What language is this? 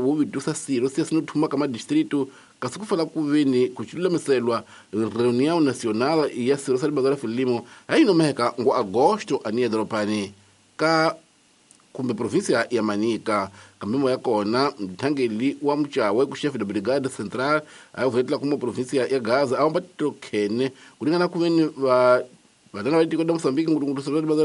Tsonga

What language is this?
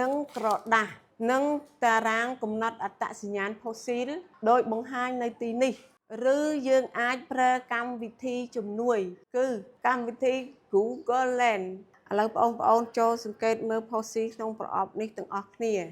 Khmer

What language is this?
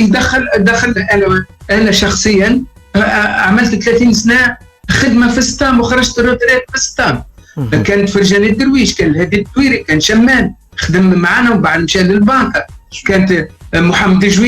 Tunisian Arabic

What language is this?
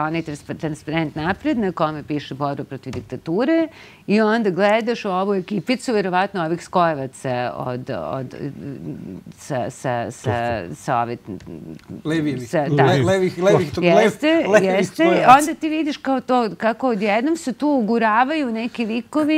Serbian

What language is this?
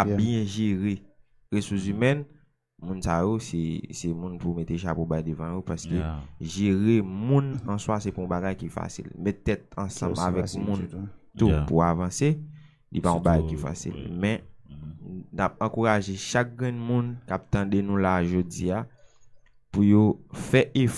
Haitian Creole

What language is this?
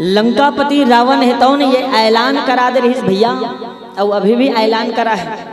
Chhattisgarhi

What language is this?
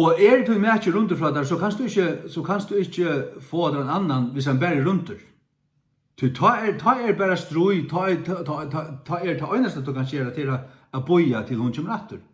Faroese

